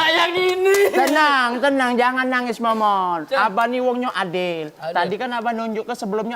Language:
Musi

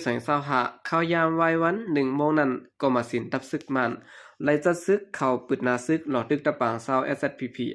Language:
Shan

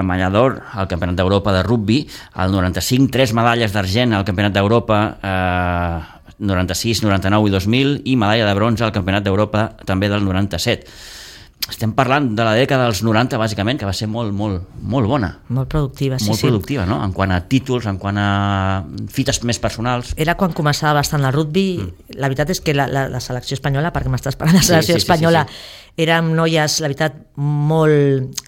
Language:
Catalan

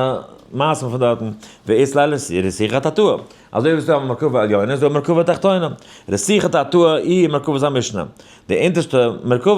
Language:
Yiddish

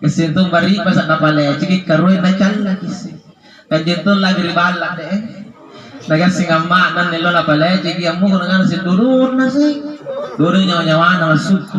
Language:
Makasar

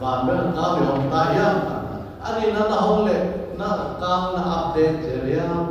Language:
Tedim Chin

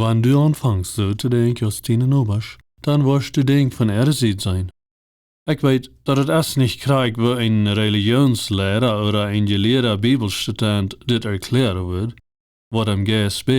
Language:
Plautdietsch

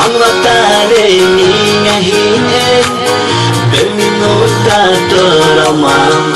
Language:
Bashkir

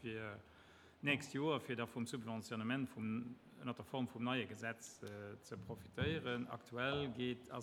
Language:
Luxembourgish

